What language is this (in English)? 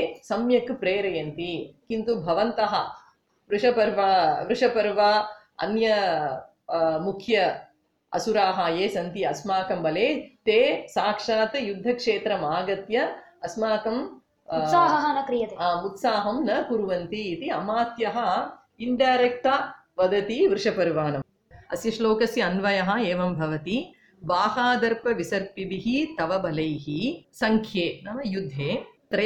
Sanskrit